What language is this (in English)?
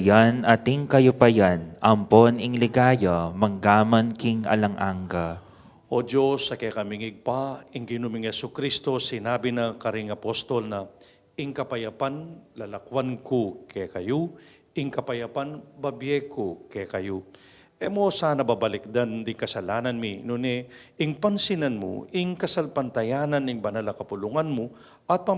Pampanga